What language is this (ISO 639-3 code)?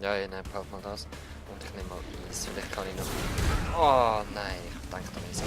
gsw